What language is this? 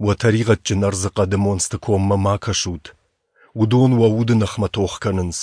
Ossetic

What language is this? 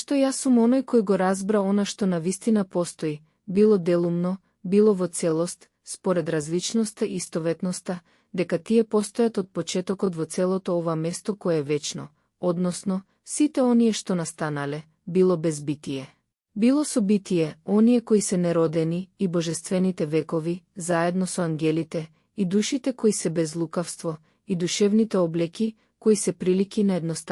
Macedonian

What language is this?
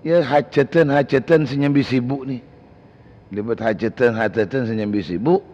Madurese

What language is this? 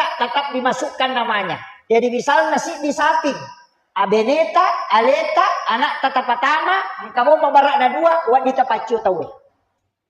Buginese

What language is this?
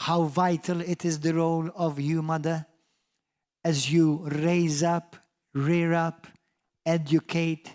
English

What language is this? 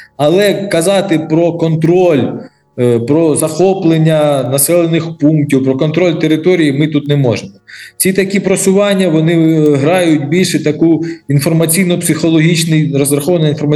Ukrainian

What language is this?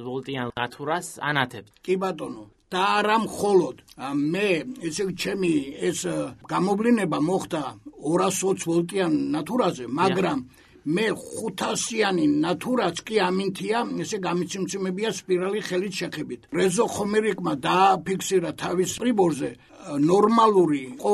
Georgian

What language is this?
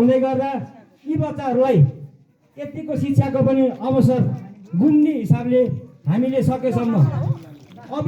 Nepali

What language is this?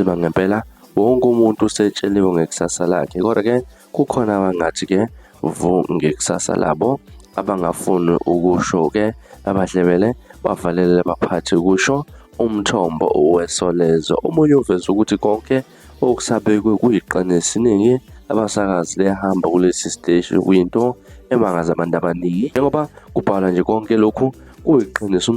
Zulu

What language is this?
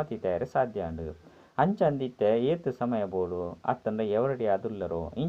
Tulu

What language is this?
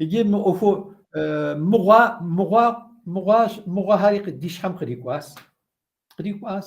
Kabardian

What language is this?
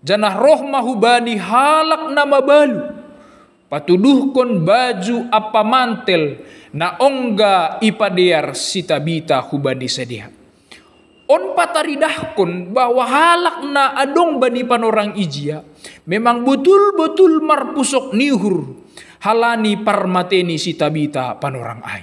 Batak Simalungun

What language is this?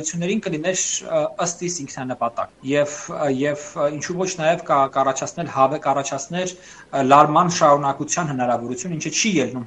Armenian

